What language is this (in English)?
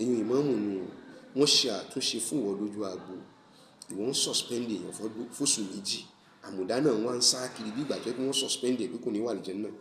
Yoruba